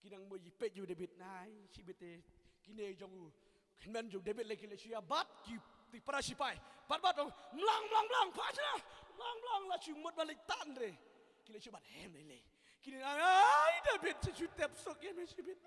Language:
Khasi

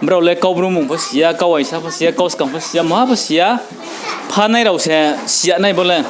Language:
Riang (India)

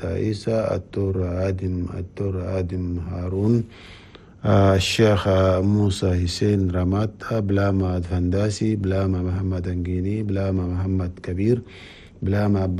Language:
Chadian Arabic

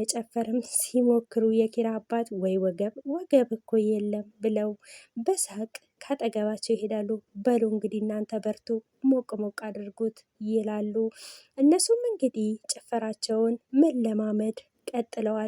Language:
Amharic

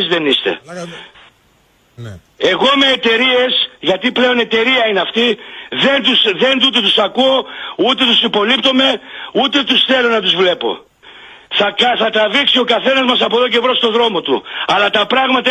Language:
Greek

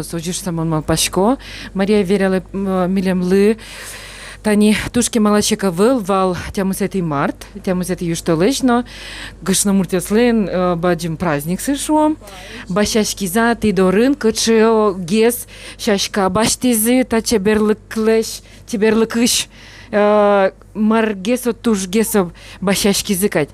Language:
Udmurt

